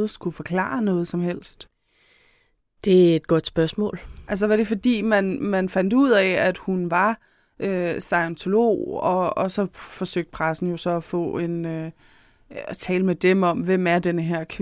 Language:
Danish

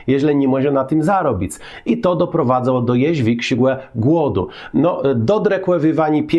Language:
Kashubian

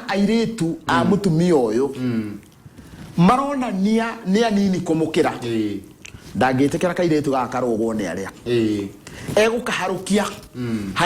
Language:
Kikuyu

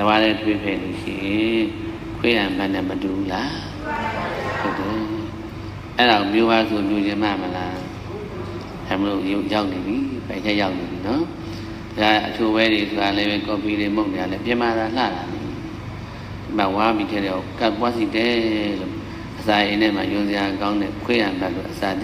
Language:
Burmese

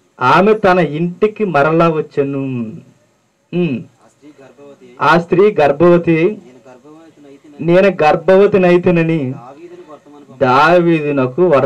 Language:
Telugu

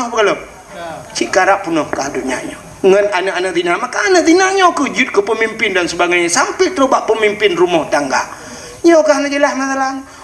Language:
Achinese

